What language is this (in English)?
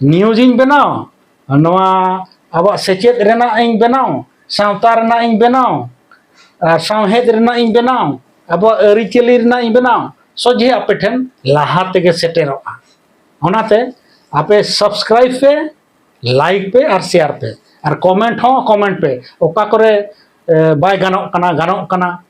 Santali